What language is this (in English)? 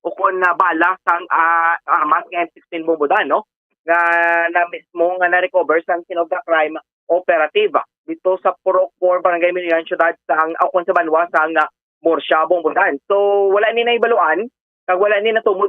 Hiligaynon